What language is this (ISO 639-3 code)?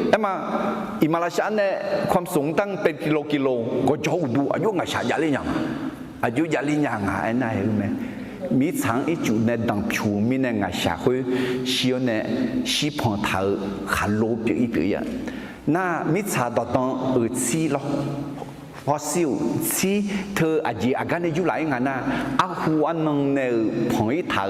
ahk